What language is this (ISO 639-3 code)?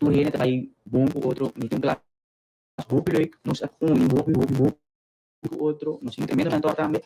pap